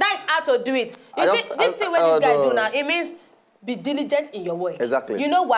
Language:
Nigerian Pidgin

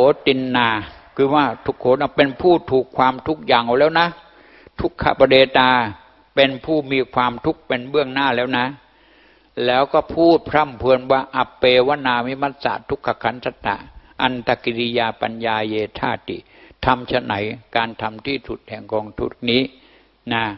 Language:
Thai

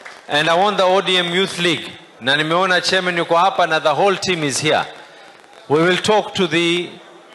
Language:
Luo (Kenya and Tanzania)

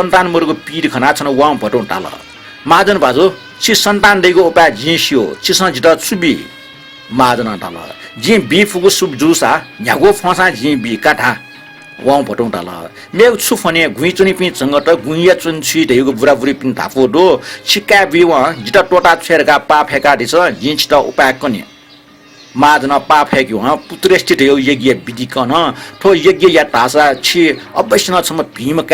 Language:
Newari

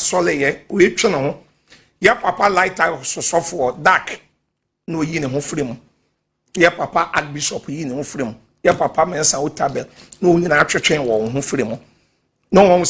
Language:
Akan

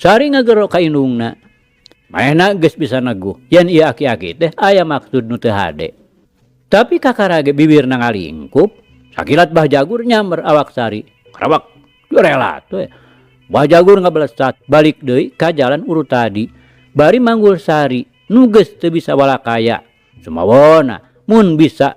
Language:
Sundanese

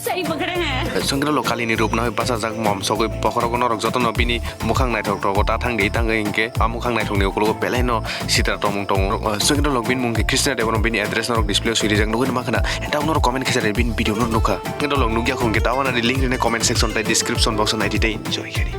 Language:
Kok Borok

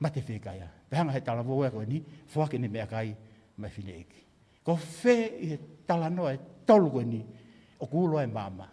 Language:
Tongan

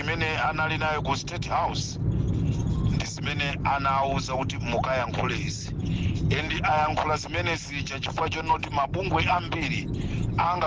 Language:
Nyanja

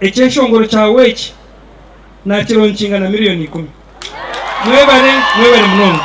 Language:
Nyankole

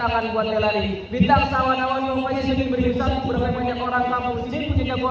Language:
Betawi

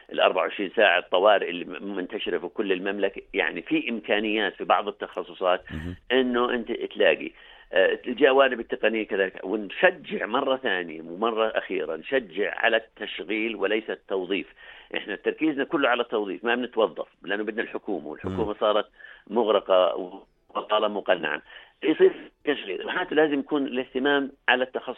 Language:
North Levantine Arabic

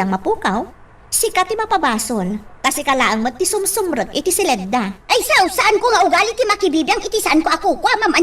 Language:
Iloko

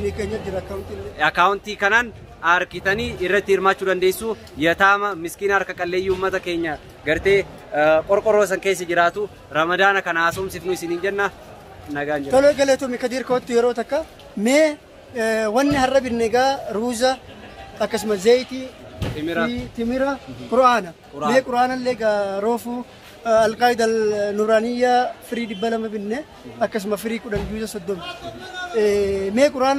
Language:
Oromo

